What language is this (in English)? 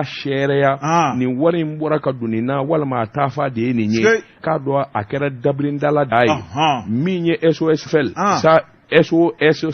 Bambara